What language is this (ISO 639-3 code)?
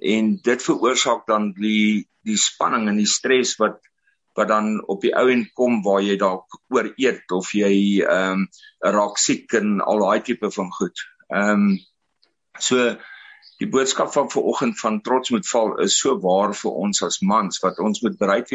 afr